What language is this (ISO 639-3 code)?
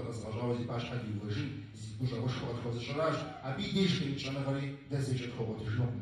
kbd